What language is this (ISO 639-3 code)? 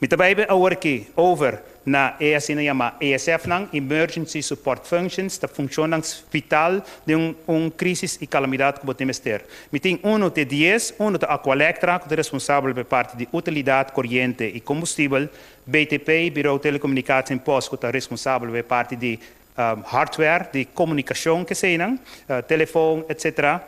pap